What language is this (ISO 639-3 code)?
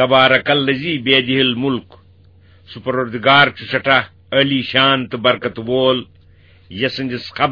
kas